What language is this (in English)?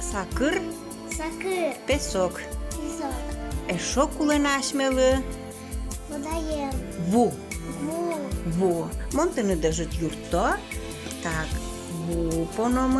Udmurt